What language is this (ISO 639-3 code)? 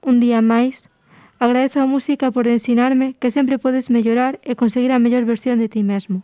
glg